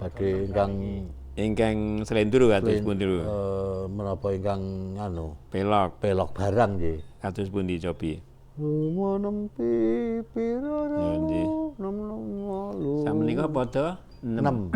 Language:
Javanese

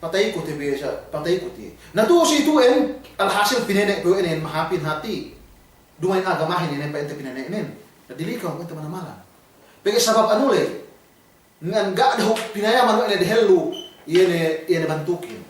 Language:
Yakan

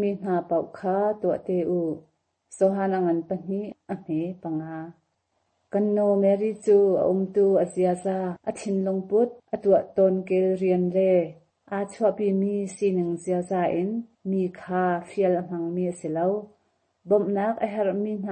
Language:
Hakha Chin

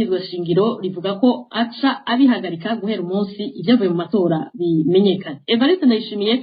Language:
Rundi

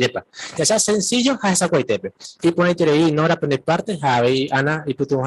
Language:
Guarani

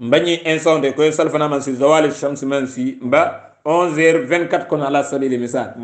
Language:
Hausa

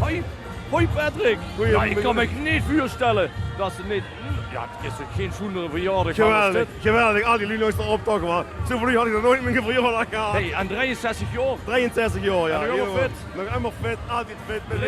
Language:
Limburgish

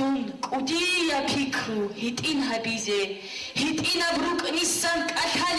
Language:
Avaric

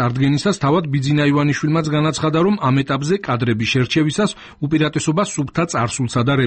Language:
Georgian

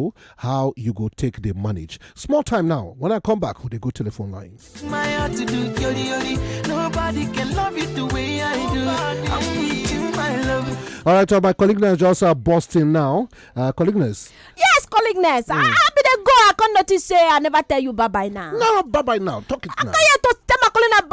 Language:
Nigerian Pidgin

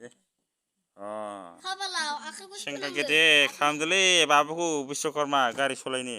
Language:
Bodo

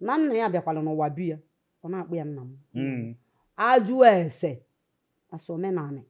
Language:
Igbo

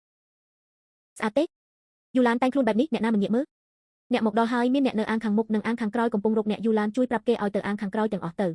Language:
Khmer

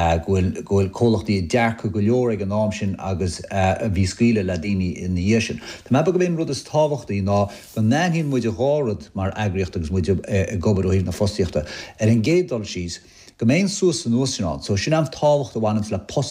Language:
Irish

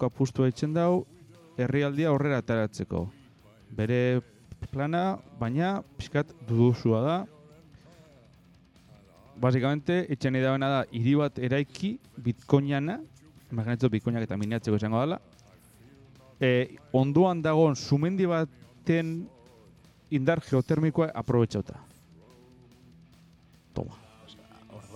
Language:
Basque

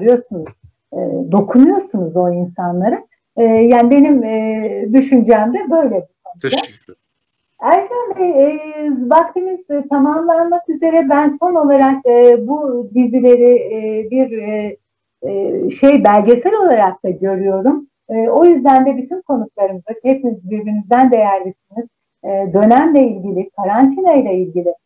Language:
Turkish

